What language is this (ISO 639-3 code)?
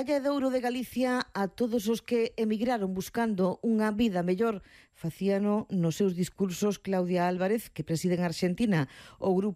glg